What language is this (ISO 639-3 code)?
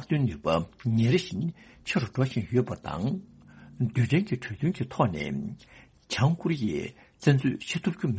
bod